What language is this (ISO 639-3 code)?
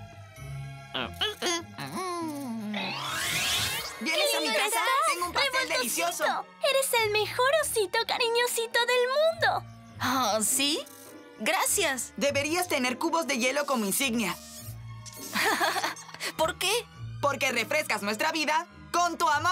spa